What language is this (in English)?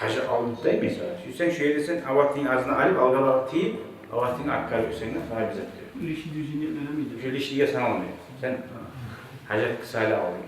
Kumyk